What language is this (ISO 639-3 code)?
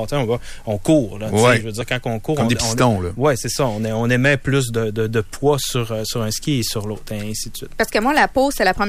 fra